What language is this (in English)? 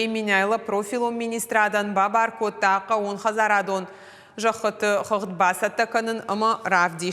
Ossetic